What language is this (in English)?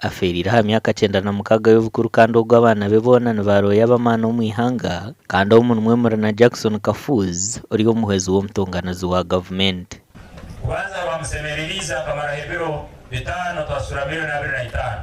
Nyankole